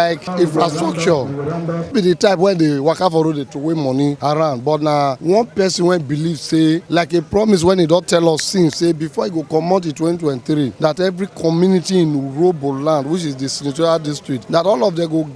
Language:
Nigerian Pidgin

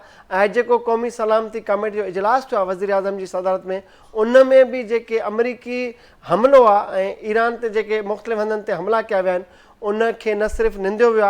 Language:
Sindhi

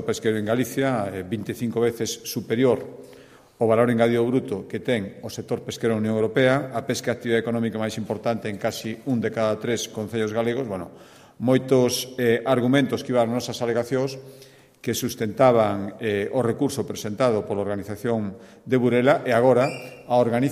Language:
Galician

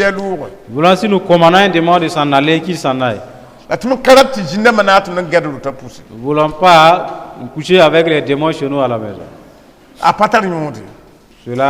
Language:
Mossi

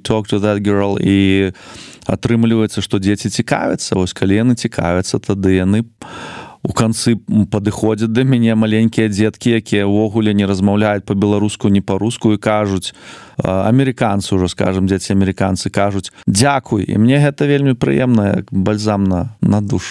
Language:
Belarusian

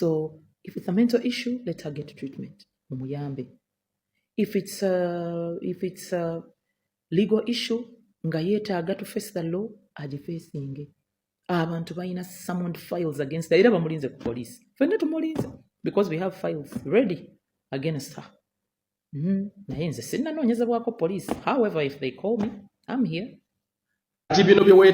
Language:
Ganda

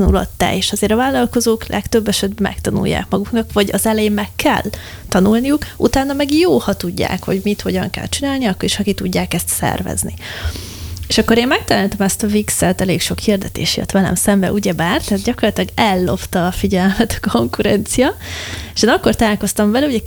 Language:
Hungarian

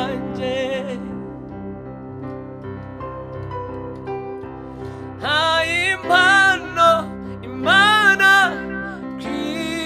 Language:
Kinyarwanda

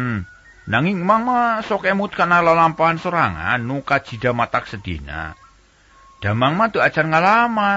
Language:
Sundanese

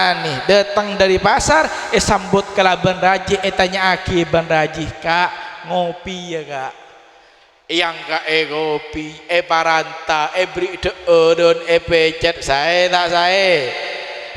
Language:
Madurese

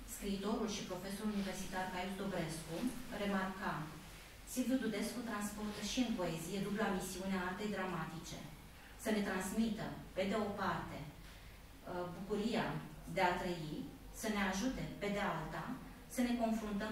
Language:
Romanian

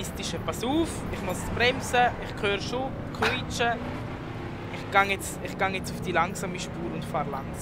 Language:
Swiss German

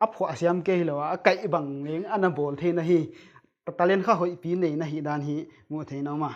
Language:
Paite Chin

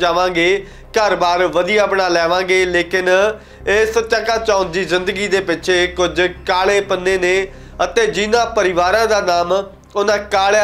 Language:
Punjabi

